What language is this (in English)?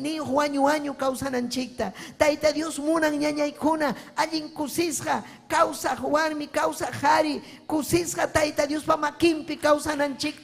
Ayacucho Quechua